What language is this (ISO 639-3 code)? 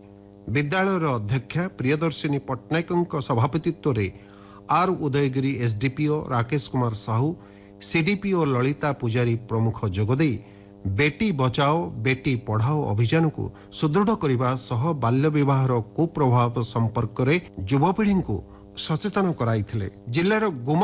ori